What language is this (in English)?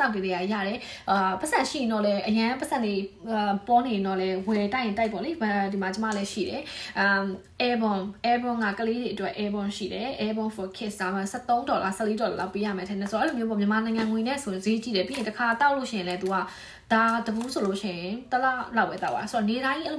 Burmese